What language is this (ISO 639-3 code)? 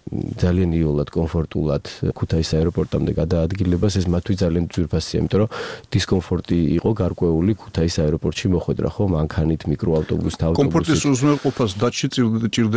kat